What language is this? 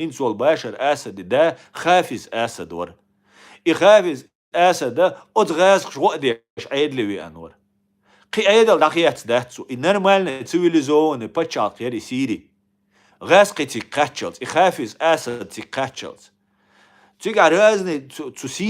Chechen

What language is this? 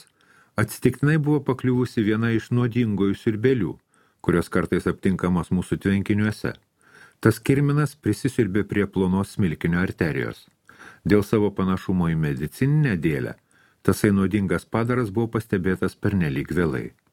Lithuanian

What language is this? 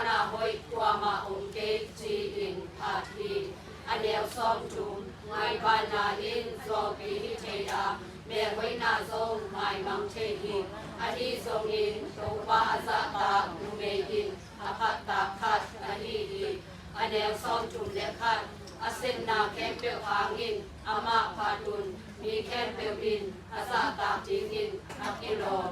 Tedim Chin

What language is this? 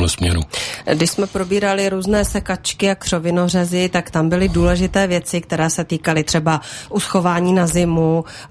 Czech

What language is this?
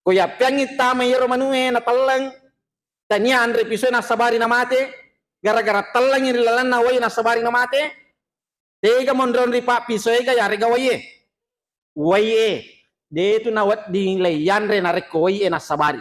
Buginese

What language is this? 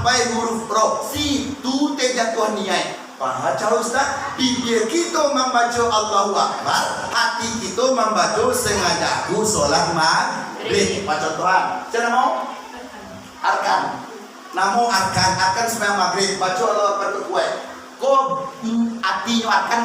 Minangkabau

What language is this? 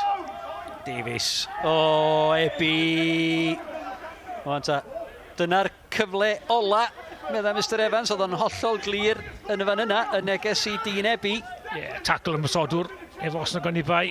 Welsh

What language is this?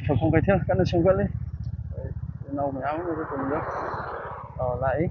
Manipuri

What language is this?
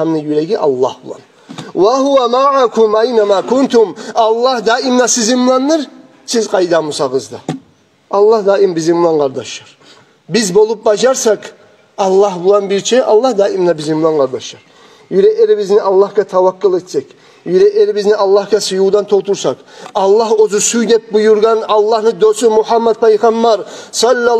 Kumyk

